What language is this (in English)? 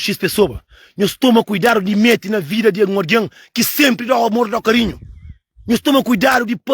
Kabuverdianu